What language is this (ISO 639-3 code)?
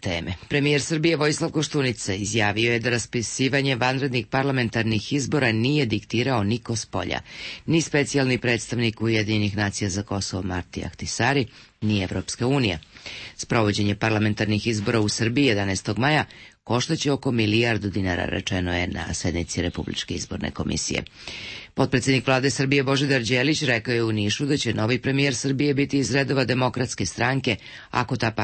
srp